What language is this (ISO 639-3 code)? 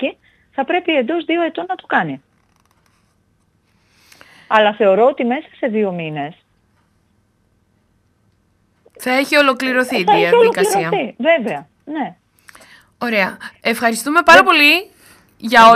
ell